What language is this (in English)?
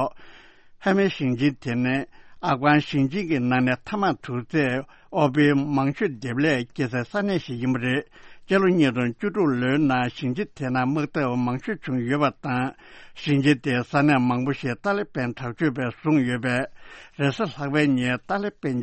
Tibetan